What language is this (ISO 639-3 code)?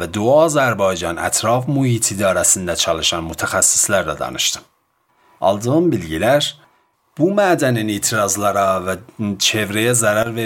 aze